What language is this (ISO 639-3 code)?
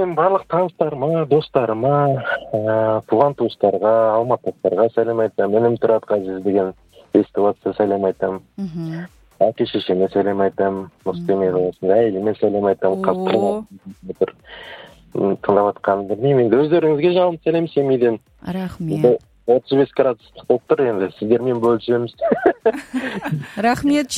kaz